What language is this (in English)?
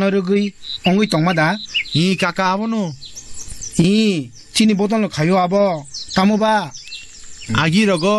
Kok Borok